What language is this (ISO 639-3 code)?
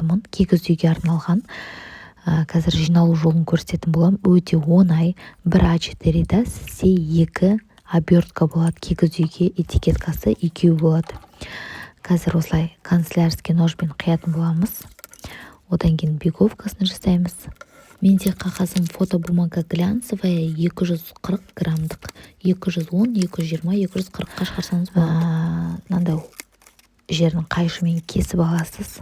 kaz